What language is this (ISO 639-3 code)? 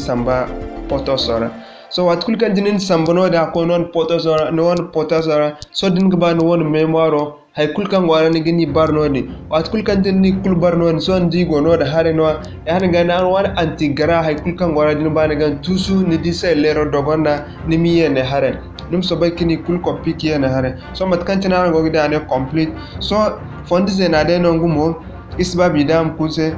dje